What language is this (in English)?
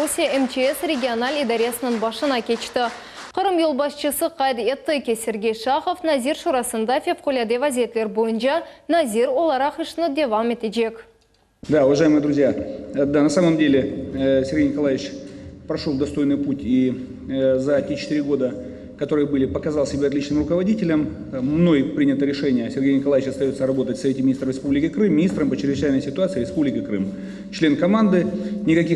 Crimean Tatar